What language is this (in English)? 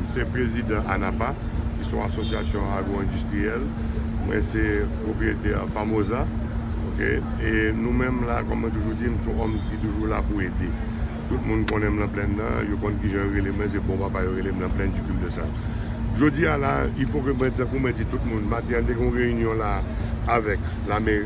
Haitian Creole